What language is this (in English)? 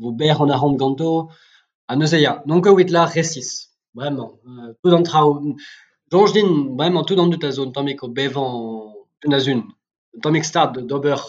Breton